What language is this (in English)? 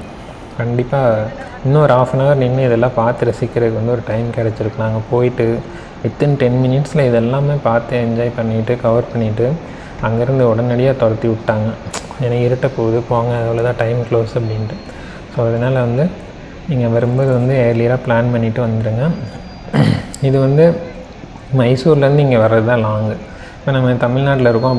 Tamil